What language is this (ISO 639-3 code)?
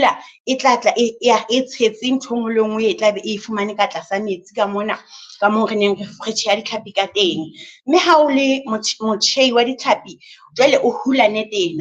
sot